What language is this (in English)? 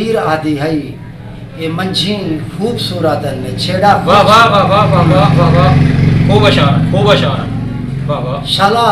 Saraiki